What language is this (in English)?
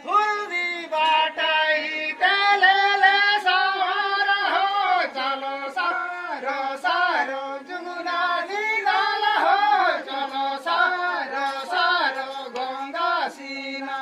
Santali